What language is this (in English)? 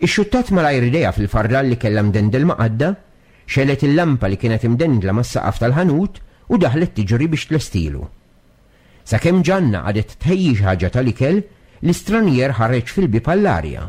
Maltese